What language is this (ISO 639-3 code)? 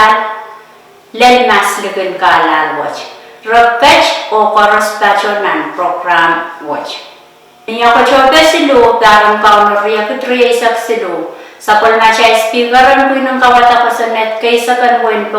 pon